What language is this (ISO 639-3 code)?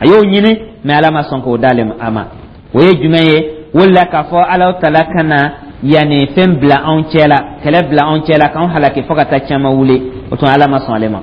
dyu